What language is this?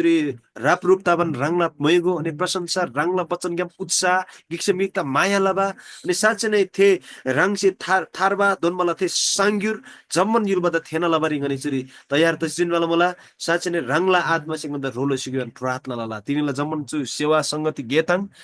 Eastern Tamang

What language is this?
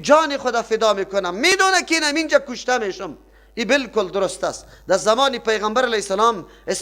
Persian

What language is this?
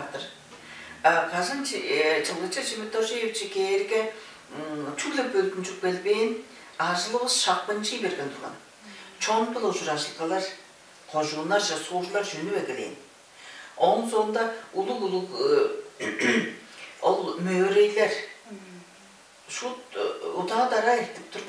Tuvinian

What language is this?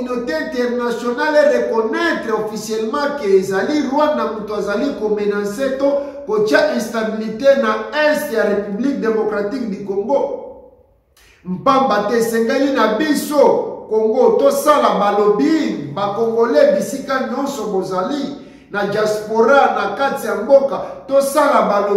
Lingala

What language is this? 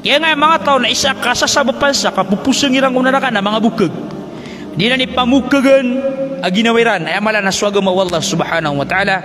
Maranao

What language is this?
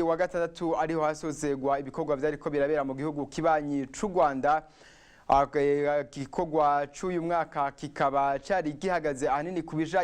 Rundi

